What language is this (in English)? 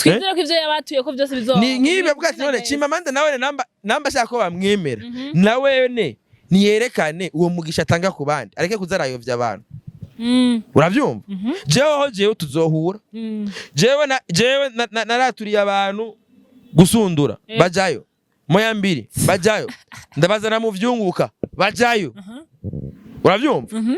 Rundi